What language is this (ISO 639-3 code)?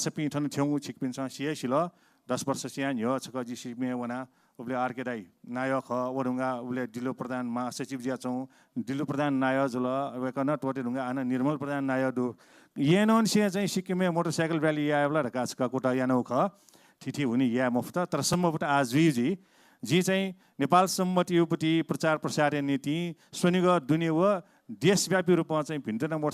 new